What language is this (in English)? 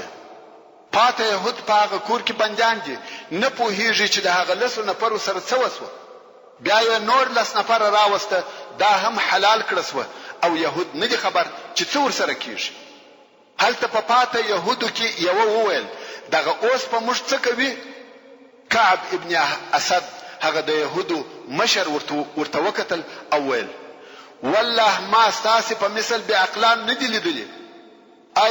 Pashto